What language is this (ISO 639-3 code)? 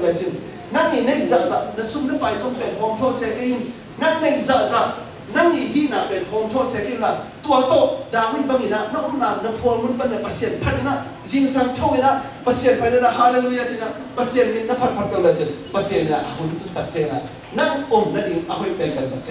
ctd